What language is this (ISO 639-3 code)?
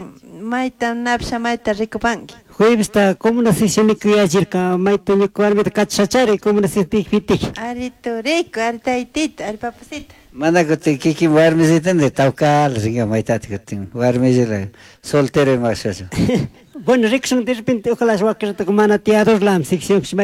qug